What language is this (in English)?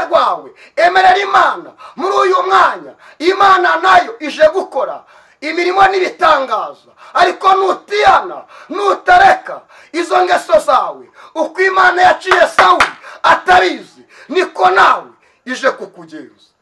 Kinyarwanda